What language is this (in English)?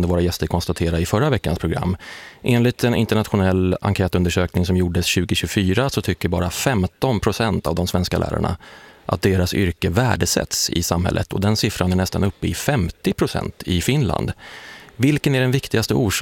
Swedish